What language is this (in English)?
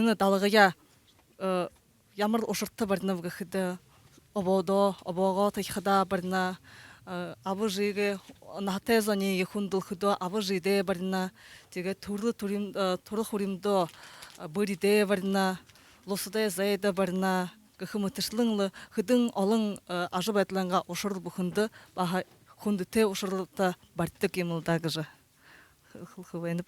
Buriat